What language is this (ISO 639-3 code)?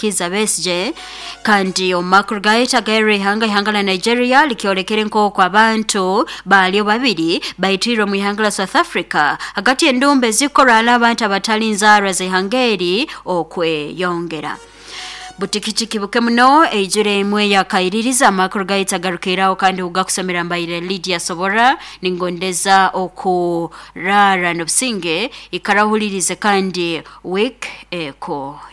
nyo